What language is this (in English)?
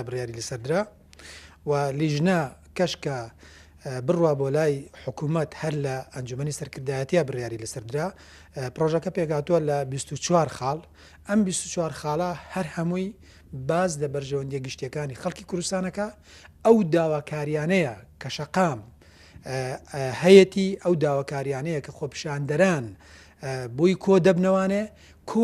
Central Kurdish